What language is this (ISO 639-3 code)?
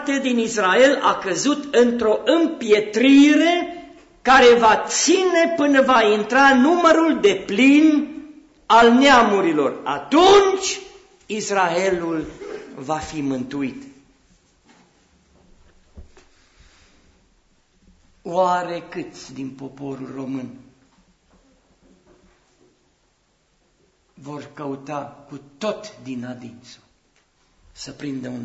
ron